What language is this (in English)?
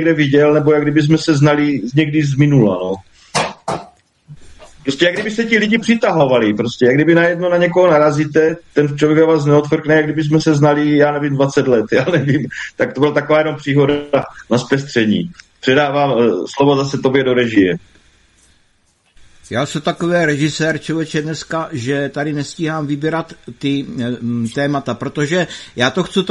Czech